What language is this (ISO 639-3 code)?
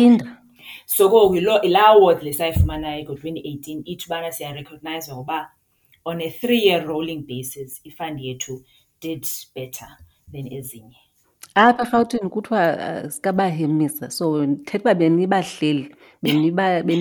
xho